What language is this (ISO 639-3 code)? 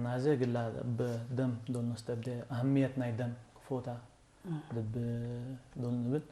tig